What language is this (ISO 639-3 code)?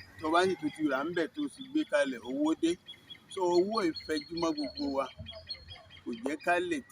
yor